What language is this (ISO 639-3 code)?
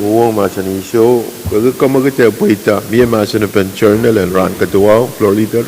pon